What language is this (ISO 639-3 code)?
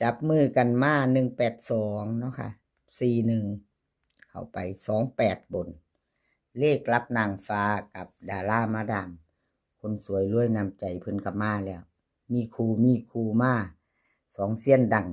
tts